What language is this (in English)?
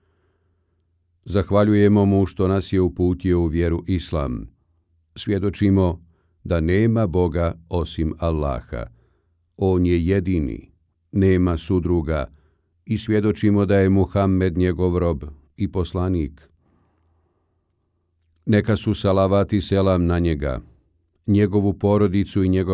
Bosnian